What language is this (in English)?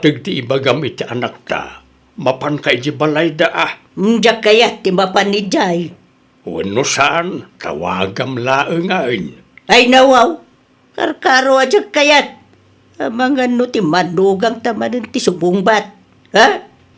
Iloko